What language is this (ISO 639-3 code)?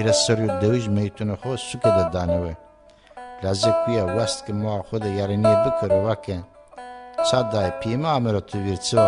zza